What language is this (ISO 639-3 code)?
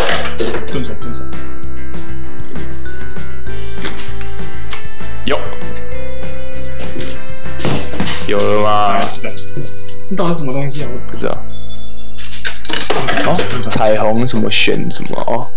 zho